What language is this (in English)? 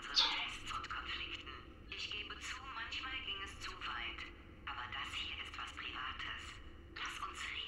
Swiss German